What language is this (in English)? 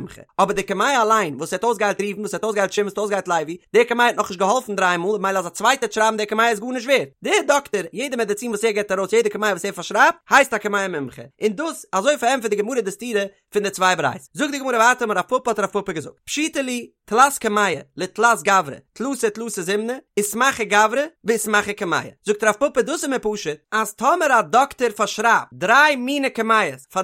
Yiddish